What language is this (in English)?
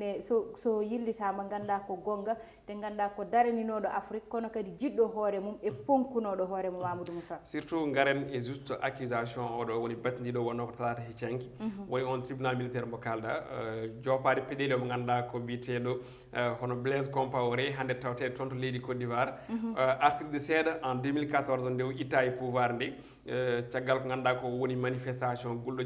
Fula